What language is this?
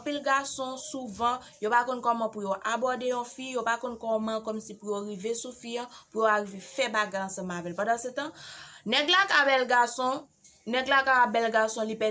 Haitian Creole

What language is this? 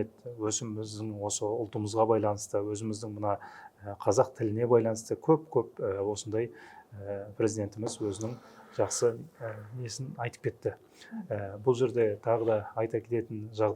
Kazakh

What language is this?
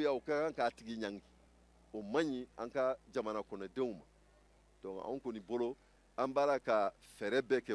Bambara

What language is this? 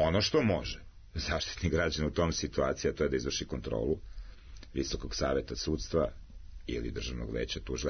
Serbian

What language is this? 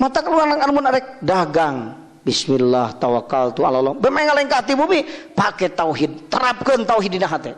Sundanese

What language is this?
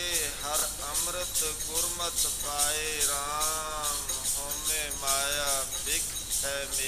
Punjabi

